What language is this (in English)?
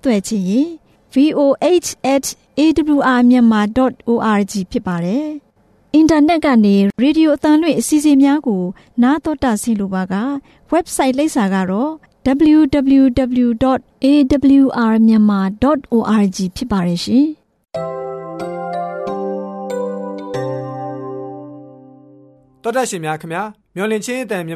Burmese